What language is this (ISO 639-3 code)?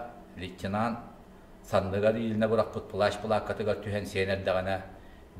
sah